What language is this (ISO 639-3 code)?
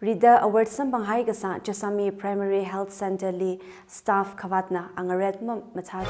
nmf